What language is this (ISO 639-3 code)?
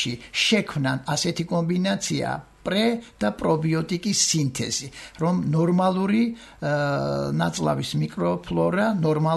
kat